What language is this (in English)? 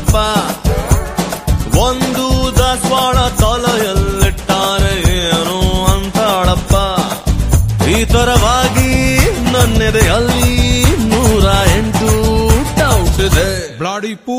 Kannada